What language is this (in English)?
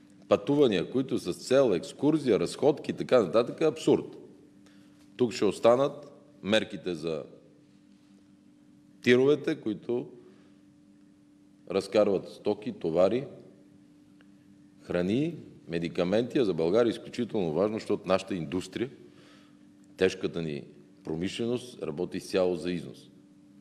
Bulgarian